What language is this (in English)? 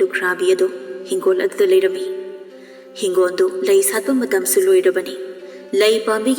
Manipuri